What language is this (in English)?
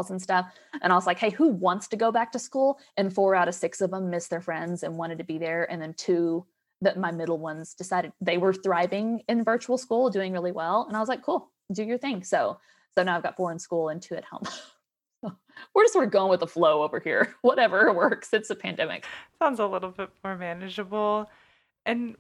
English